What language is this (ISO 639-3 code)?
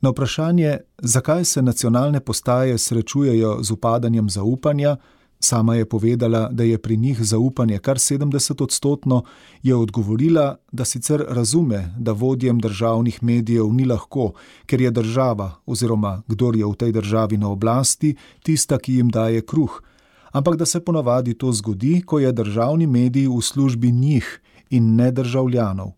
slv